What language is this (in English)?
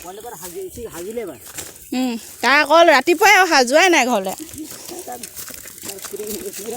Assamese